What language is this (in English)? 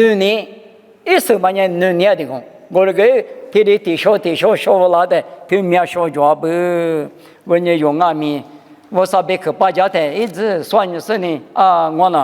Lisu